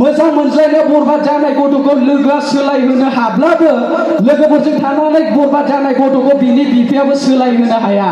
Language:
Bodo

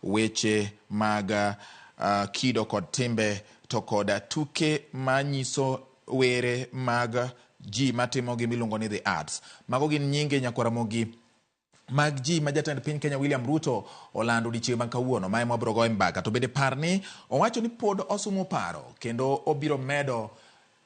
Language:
Luo (Kenya and Tanzania)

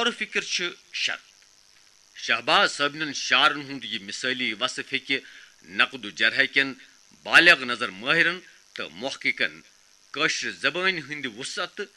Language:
Kashmiri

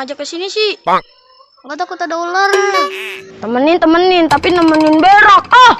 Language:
Betawi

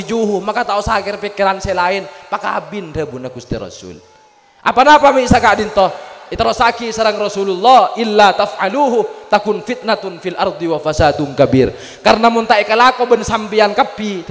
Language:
Madurese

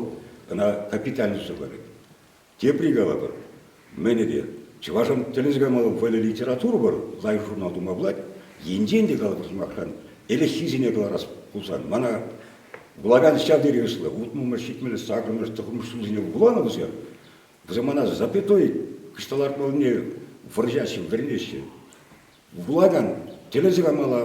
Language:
Chuvash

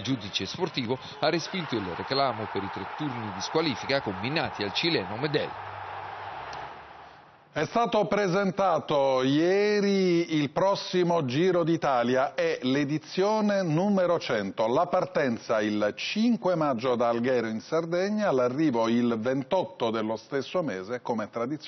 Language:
Italian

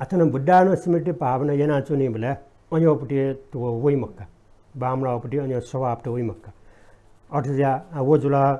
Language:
Newari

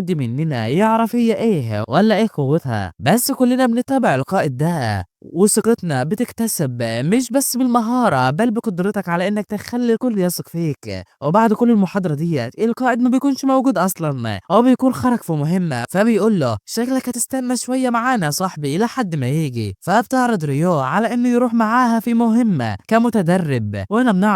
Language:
Egyptian Arabic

